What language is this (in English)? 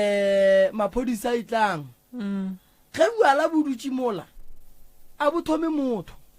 Northern Sotho